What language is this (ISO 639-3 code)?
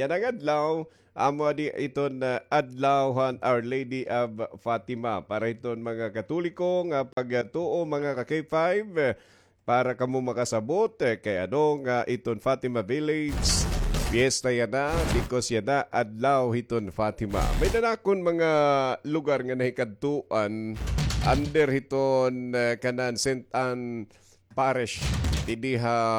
war